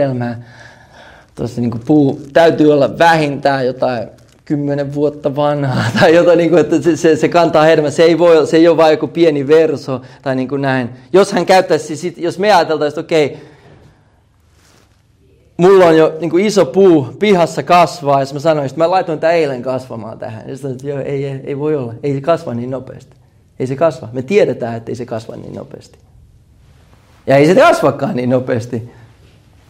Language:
Finnish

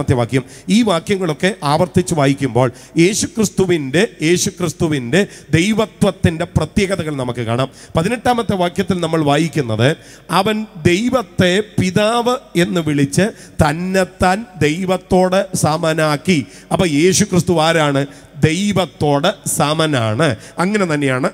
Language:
Malayalam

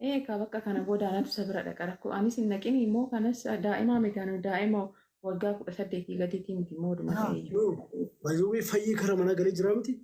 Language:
Oromo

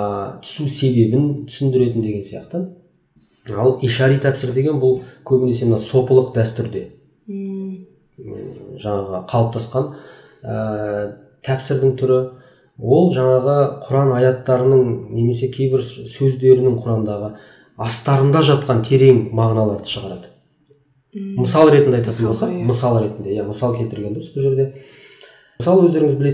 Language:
Kazakh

